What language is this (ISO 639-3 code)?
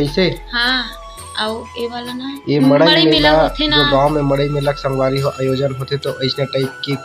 hne